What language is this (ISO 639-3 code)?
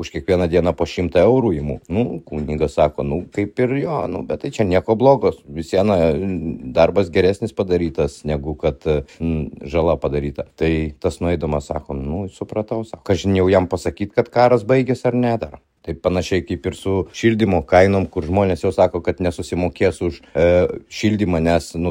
lit